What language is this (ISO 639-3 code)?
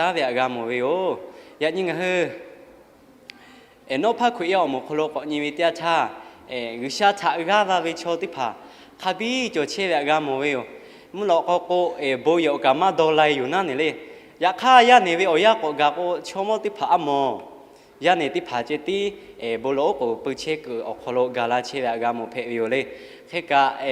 lhu